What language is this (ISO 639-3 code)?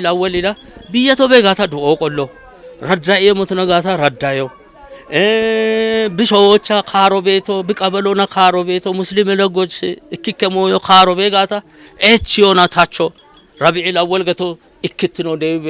kbr